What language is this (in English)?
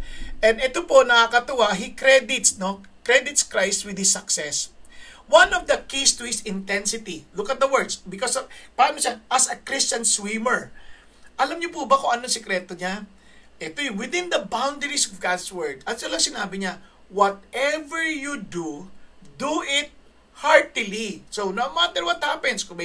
Filipino